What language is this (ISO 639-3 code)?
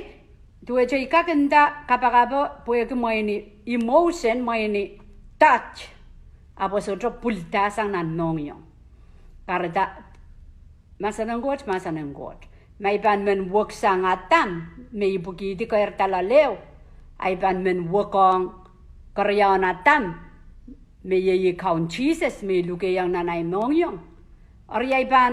pon